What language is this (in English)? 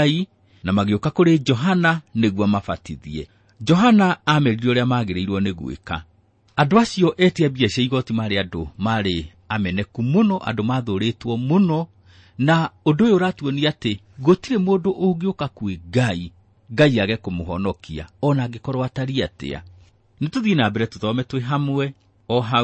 Kikuyu